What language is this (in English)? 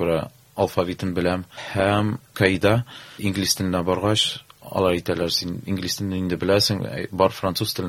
Tatar